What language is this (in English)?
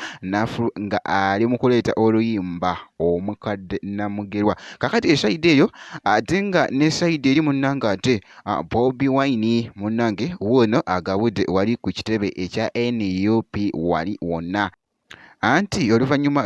Ganda